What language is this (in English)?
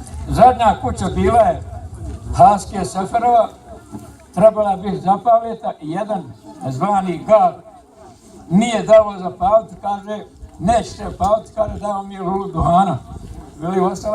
Bosnian